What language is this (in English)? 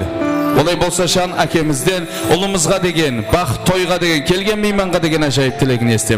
Kara-Kalpak